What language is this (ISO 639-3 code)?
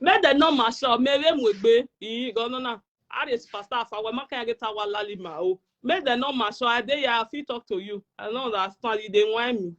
pcm